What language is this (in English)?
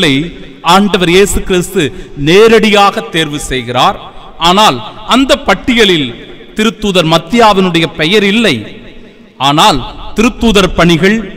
Tamil